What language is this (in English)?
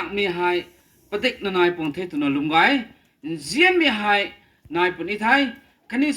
Rongmei Naga